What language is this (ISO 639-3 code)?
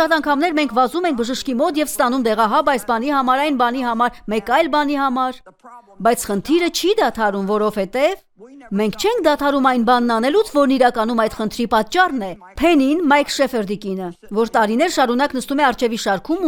hye